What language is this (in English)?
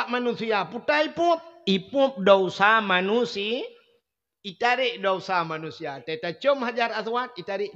Achinese